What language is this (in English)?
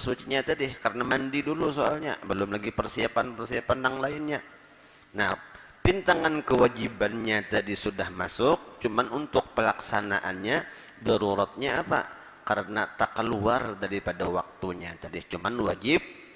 Banjar